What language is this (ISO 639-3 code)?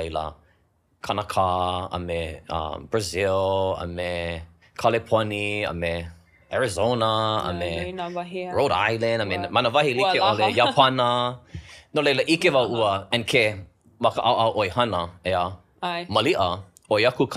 haw